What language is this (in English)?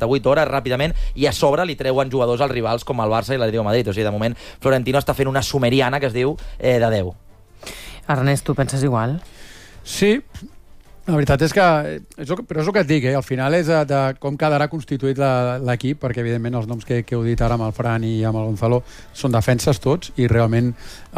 Catalan